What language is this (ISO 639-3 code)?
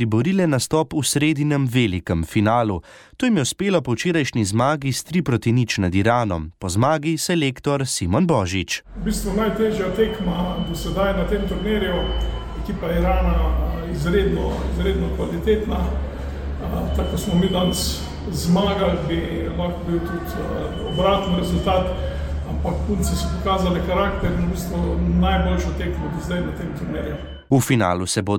slv